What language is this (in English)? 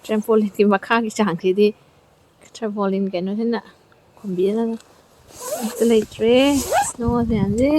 Manipuri